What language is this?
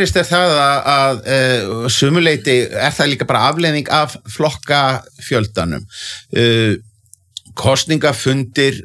Icelandic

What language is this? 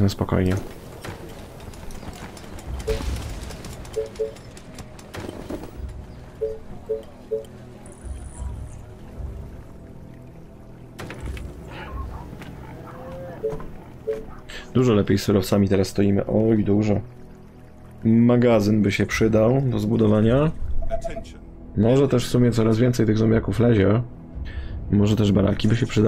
Polish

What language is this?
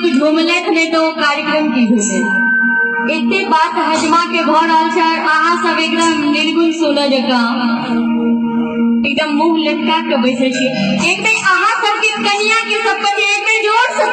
Maithili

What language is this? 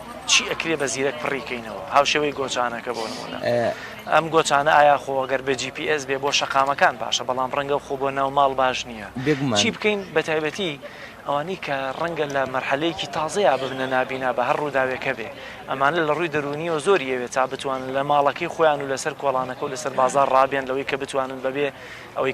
Central Kurdish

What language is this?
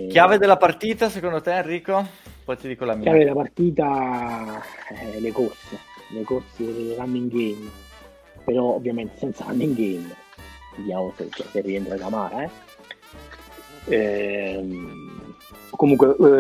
Italian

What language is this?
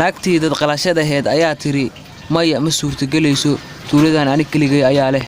Somali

